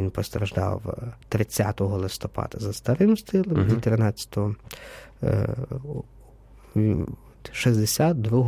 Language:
Ukrainian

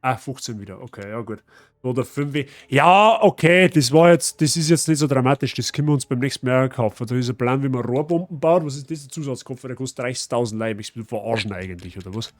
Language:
Bavarian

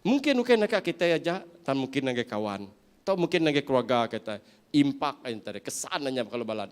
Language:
Iban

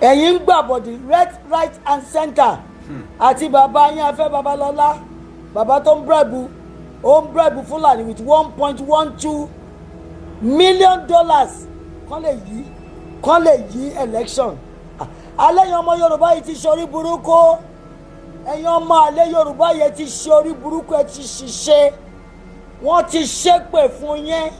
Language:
Yoruba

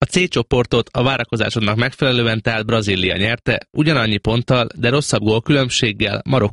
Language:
Hungarian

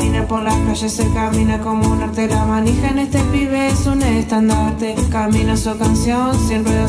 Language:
Spanish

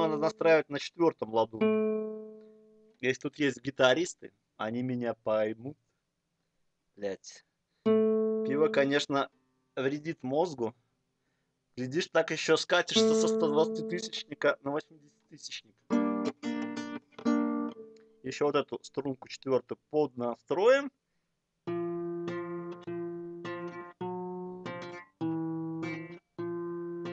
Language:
Russian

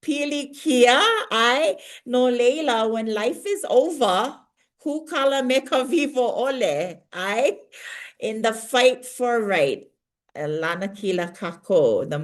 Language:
Hawaiian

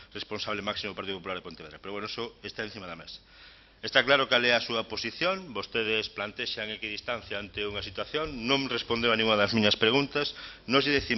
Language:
Galician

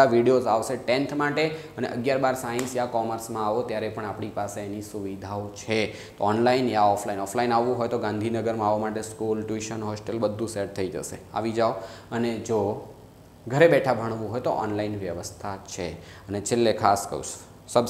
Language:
Gujarati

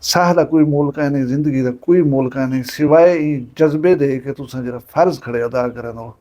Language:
Saraiki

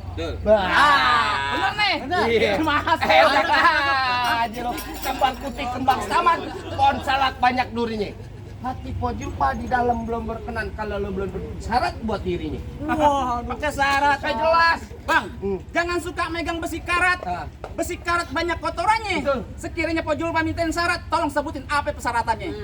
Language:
Betawi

